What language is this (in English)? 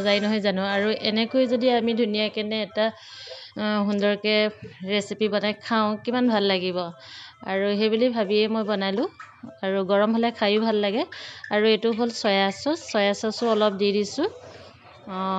Assamese